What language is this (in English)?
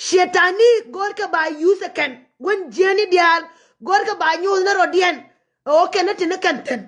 Nuer